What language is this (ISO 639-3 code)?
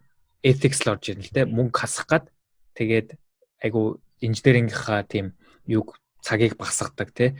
mon